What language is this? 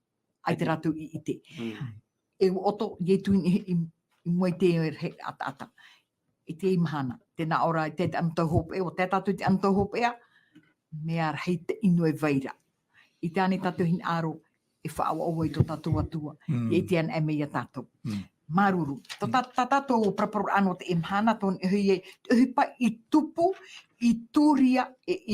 Tahitian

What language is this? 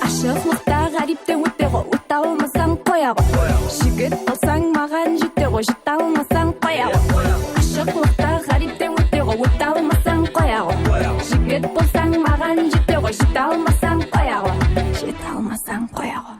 Kara-Kalpak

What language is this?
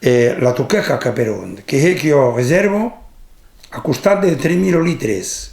Occitan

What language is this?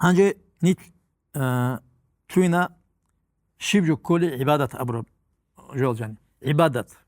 Avaric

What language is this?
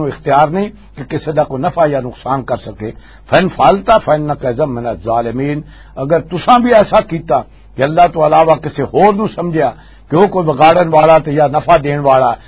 Western Panjabi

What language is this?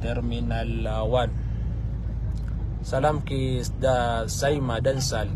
Maranao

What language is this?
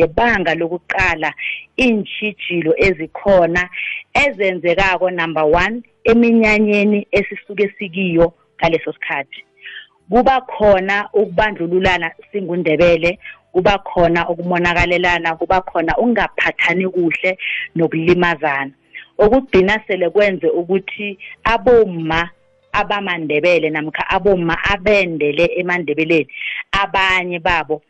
South Ndebele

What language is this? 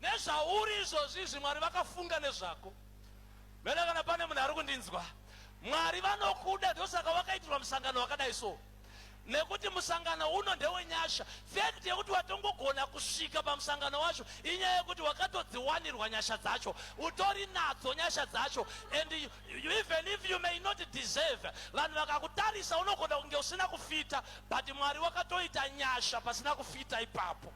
Shona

